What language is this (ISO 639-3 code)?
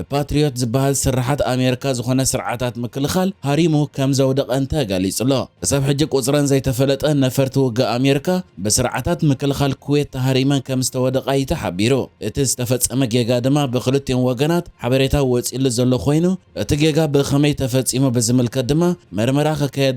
tir